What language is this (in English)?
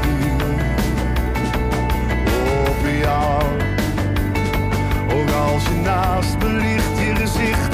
Dutch